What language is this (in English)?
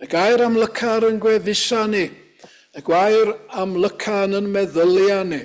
Welsh